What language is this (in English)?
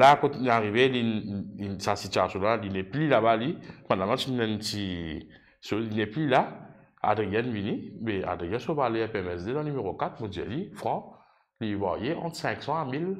Morisyen